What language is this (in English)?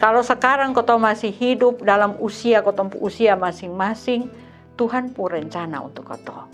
Kupang Malay